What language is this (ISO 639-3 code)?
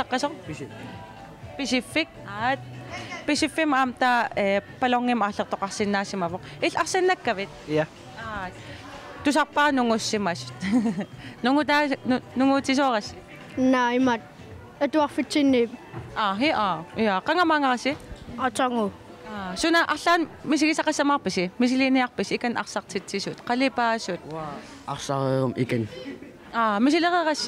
kal